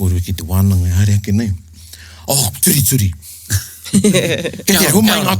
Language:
Māori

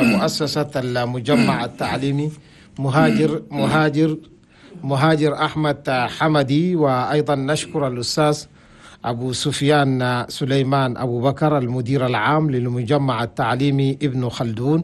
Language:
Chadian Arabic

